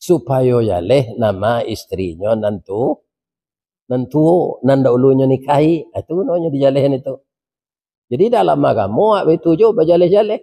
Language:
Minangkabau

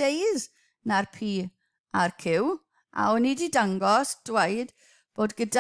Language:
Welsh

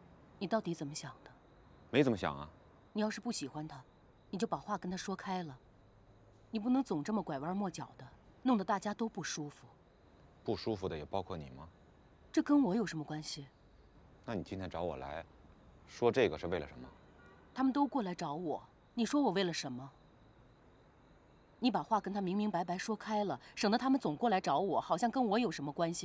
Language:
Chinese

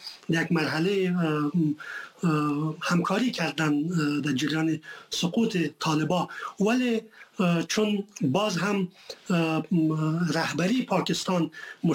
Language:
Persian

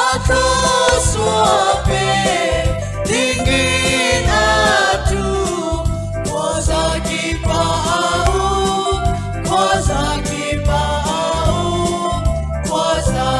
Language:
Falam Chin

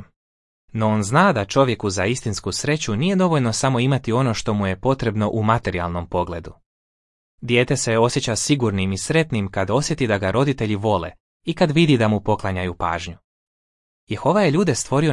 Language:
Croatian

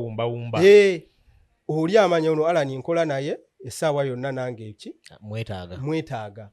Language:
Ganda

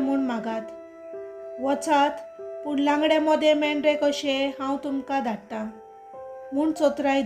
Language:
Konkani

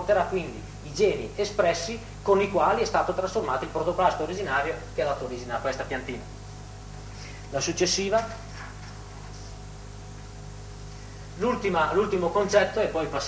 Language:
Italian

